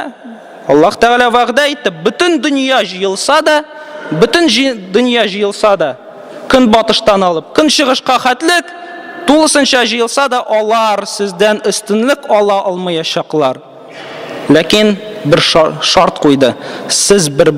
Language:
Tatar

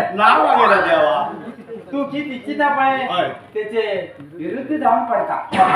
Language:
Konkani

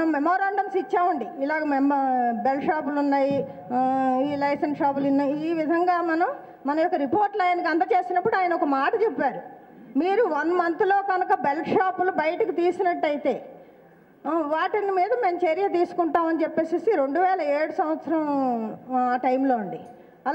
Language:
Telugu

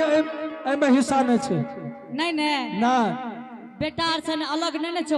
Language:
Angika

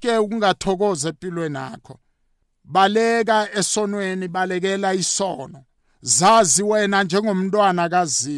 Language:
South Ndebele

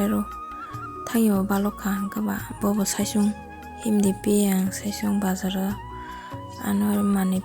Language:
Kok Borok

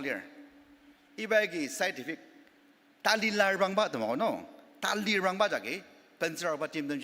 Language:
Ao Naga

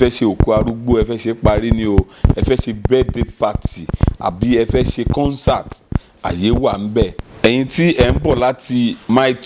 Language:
Yoruba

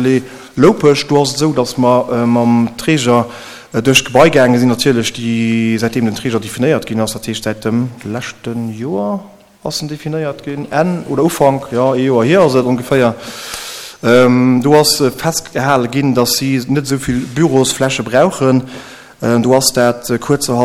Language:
Luxembourgish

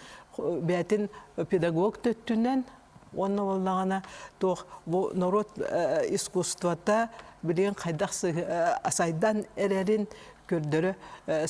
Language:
Yakut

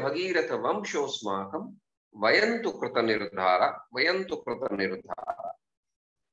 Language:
Sanskrit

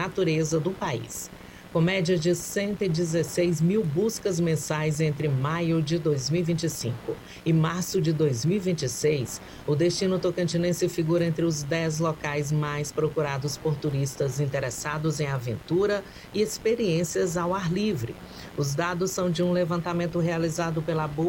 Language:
Portuguese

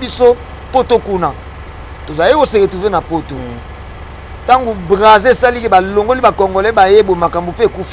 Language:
Lingala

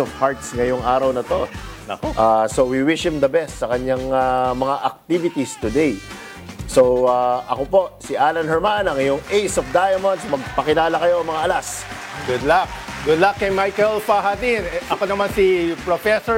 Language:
Filipino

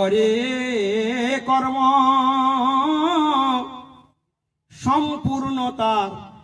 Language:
Bangla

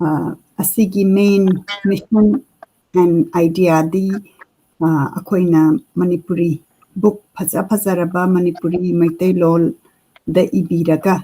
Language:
Manipuri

